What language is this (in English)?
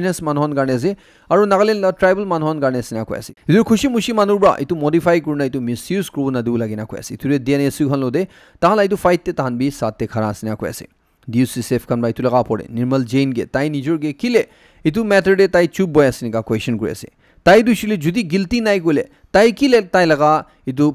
Naga Pidgin